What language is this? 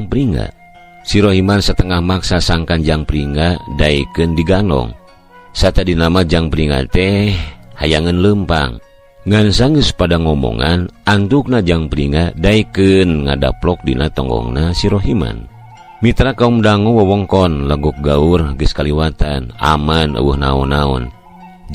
Sundanese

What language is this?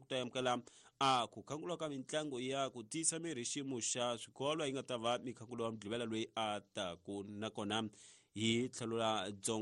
Tsonga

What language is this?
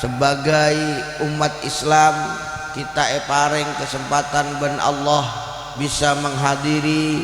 Madurese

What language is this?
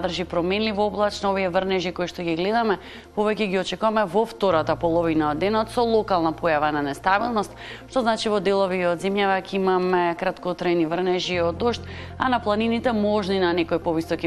Macedonian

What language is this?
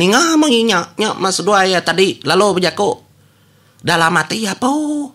Iban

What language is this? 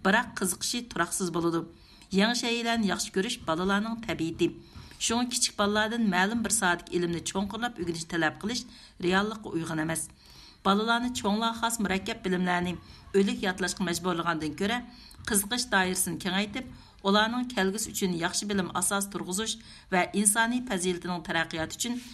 Uyghur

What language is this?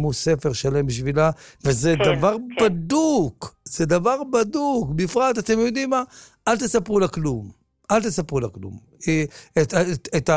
Hebrew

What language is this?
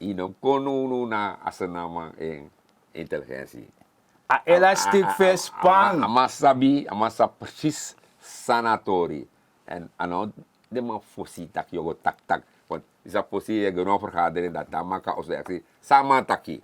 Sranan Tongo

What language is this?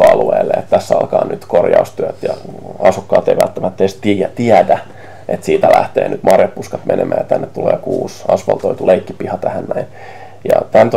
Finnish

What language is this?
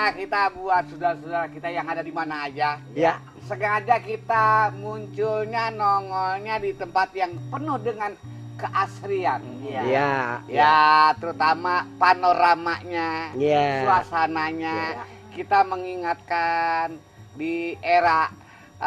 Betawi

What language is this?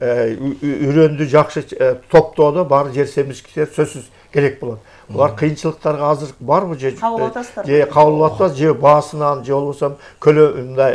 Kyrgyz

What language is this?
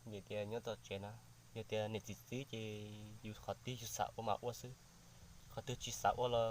Hmong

